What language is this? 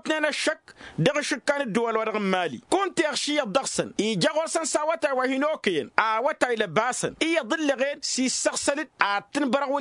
Tamasheq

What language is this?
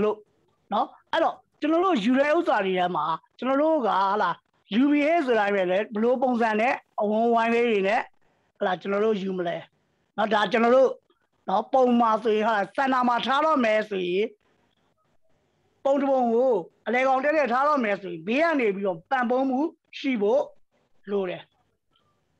Burmese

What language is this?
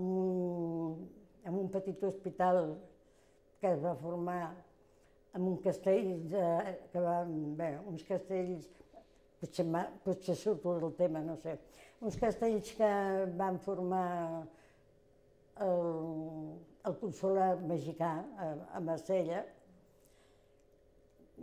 Catalan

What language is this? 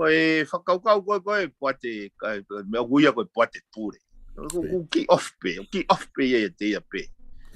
Tongan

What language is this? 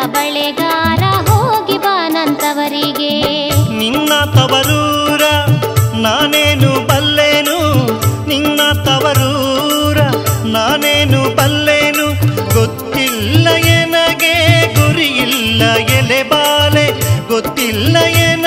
Kannada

